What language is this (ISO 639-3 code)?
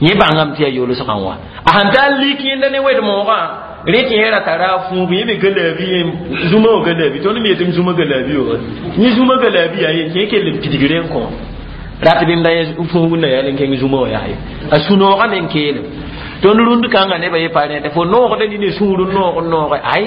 mos